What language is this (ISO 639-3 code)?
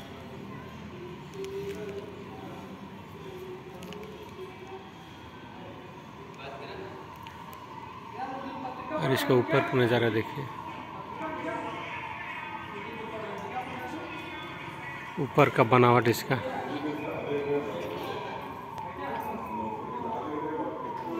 hin